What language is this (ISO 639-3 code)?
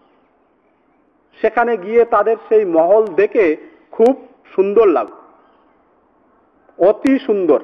ben